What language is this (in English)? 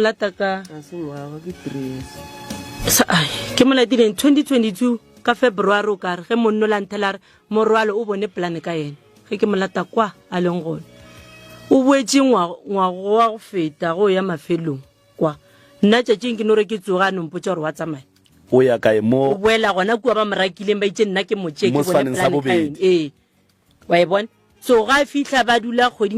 Northern Sotho